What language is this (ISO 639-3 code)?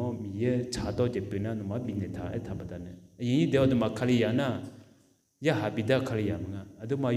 ahk